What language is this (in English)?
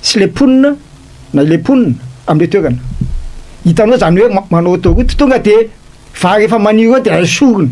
Malagasy